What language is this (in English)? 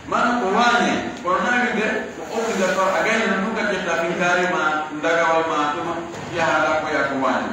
Pular